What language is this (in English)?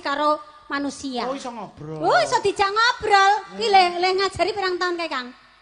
Javanese